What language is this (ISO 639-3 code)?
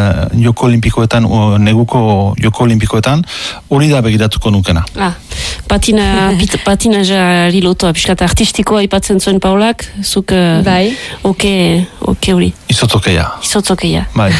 eus